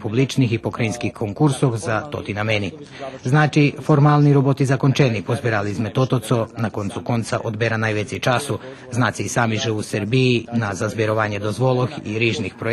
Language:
Rusyn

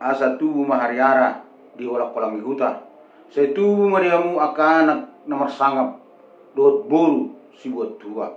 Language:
Batak Toba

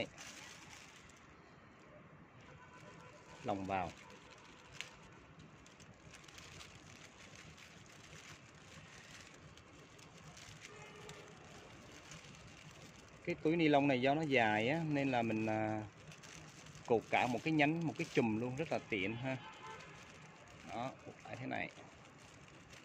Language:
Vietnamese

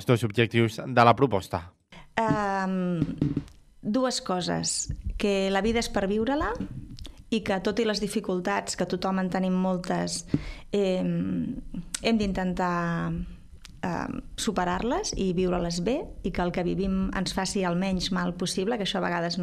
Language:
Catalan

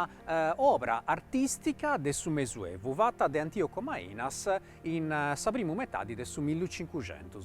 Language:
Sardinian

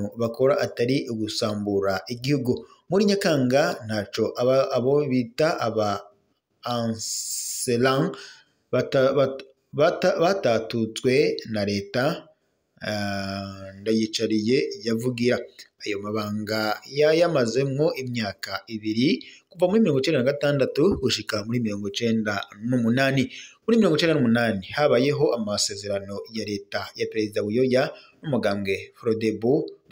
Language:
Rundi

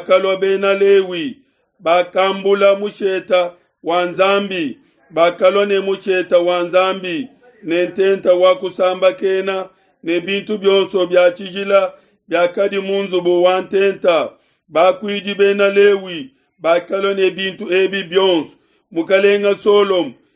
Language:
Luba-Lulua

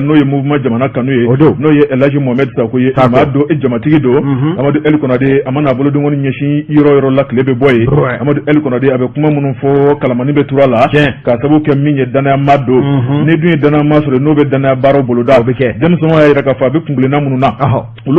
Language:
Bambara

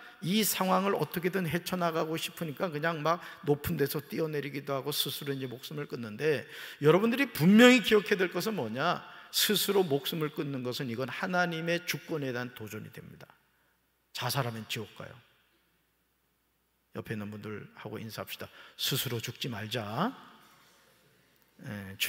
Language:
Korean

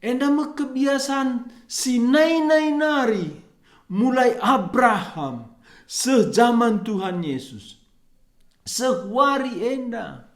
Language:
Batak Karo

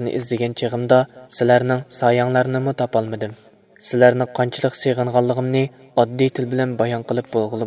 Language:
Uyghur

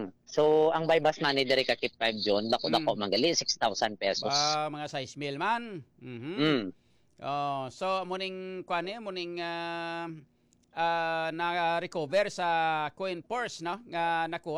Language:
Hiligaynon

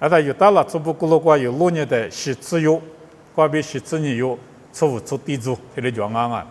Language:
Lisu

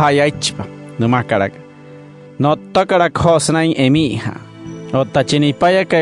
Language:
Wayuu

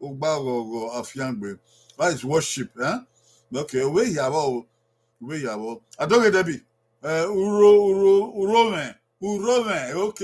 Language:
Bini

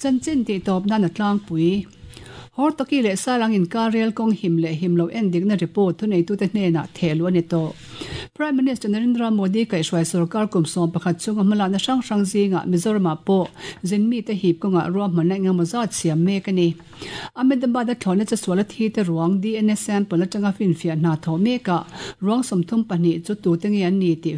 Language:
Mizo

